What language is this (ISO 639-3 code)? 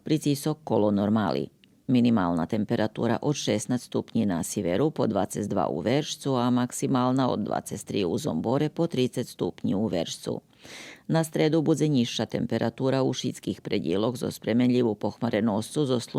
rue